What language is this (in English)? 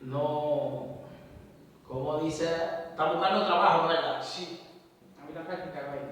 Haitian Creole